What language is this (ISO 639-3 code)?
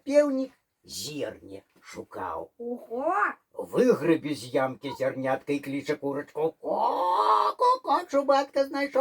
bel